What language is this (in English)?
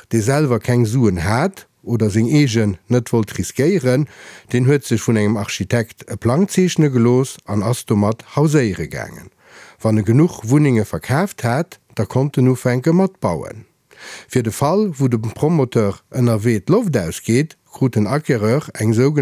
Luxembourgish